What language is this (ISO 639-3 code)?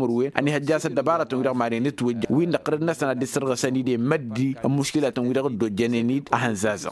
taq